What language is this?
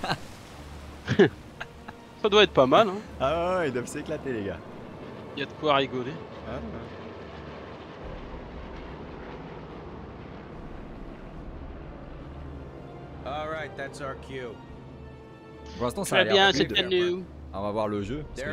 French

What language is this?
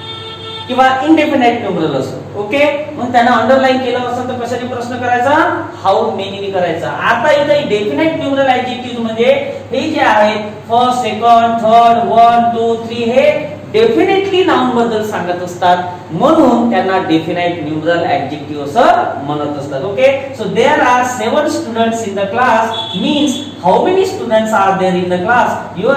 Marathi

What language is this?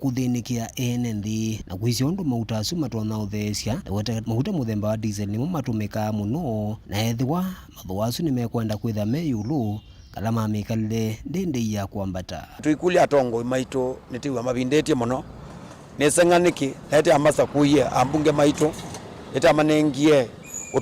Kamba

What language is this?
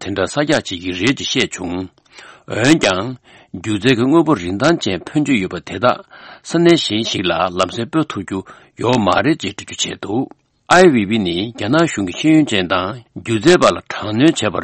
Tibetan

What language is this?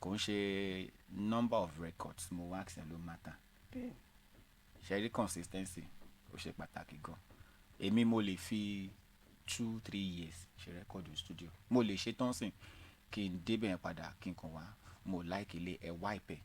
Yoruba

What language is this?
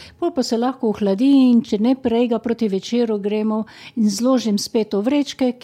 Slovenian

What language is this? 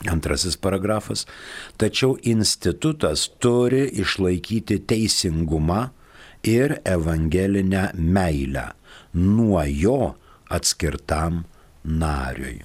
Lithuanian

